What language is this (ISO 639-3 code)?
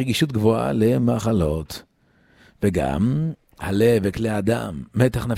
heb